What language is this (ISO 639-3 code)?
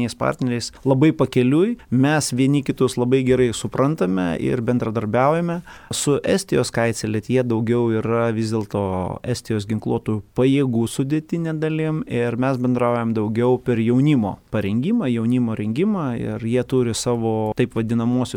lit